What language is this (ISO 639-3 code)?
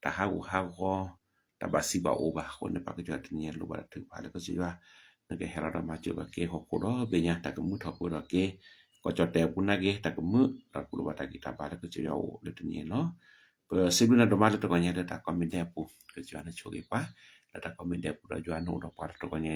ksw